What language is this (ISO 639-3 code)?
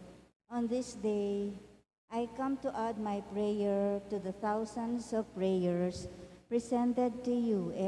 pam